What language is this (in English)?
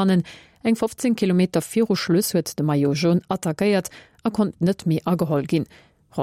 Luxembourgish